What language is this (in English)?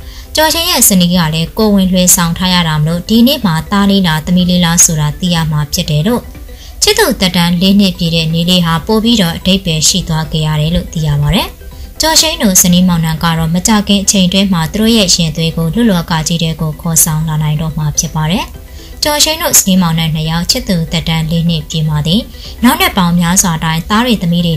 Burmese